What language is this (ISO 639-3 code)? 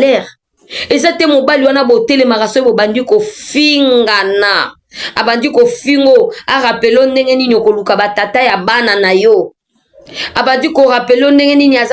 lin